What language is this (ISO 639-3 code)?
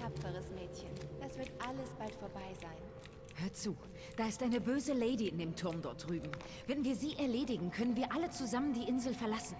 bar